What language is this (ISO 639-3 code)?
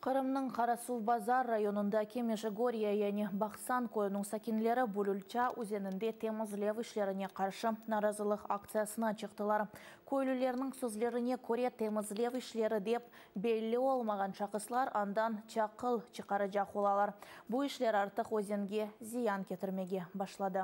crh